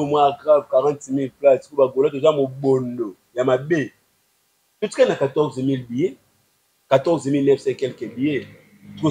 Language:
Lingala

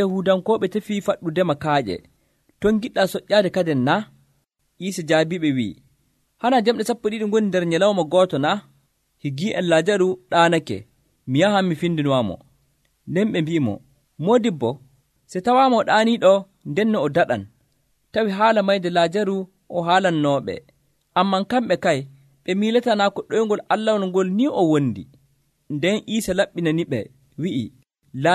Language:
Nigerian Fulfulde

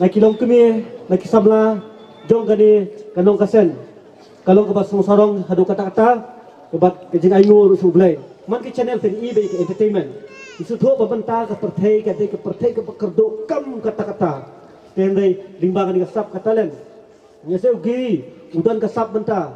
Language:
Khasi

